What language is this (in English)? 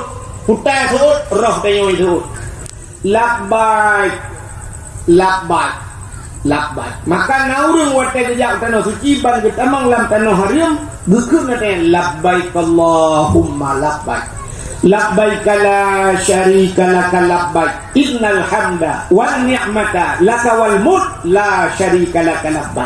Achinese